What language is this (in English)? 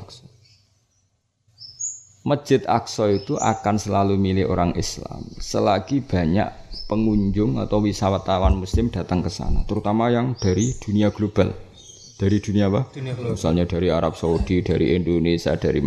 Indonesian